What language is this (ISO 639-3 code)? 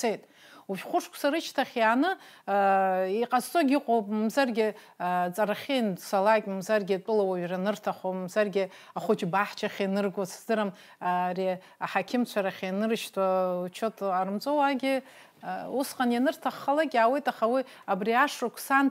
abk